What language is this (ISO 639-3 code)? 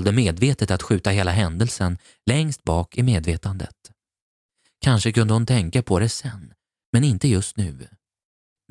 swe